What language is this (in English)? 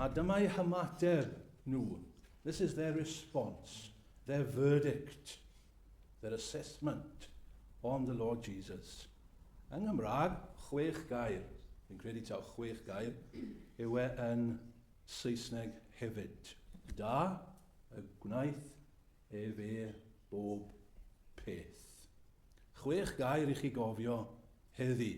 Welsh